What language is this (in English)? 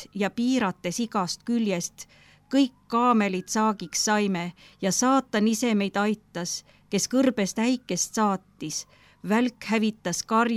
Estonian